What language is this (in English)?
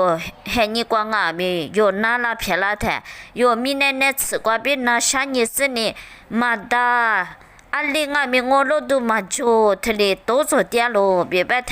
Lisu